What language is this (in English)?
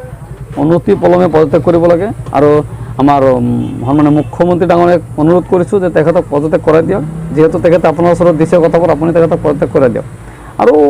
Assamese